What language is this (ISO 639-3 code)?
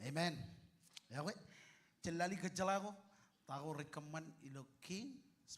mah